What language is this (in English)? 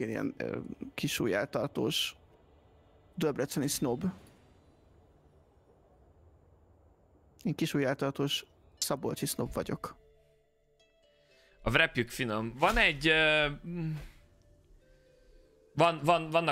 Hungarian